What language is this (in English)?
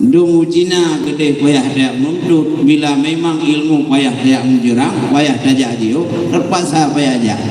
Achinese